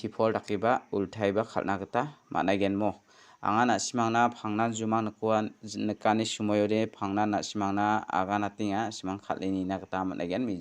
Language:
Garo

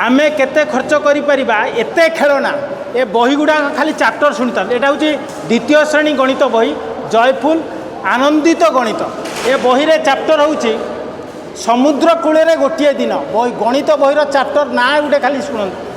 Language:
Odia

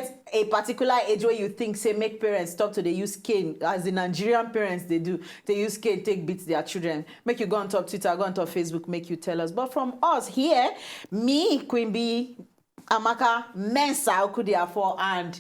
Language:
Nigerian Pidgin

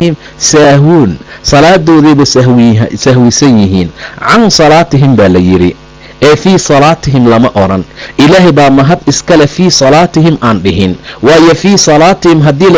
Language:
Somali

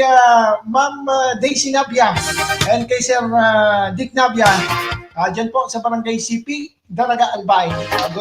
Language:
Bikol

